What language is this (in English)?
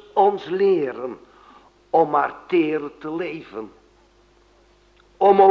Dutch